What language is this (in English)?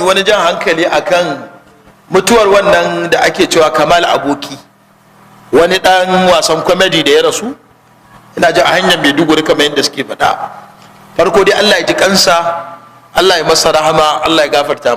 Hausa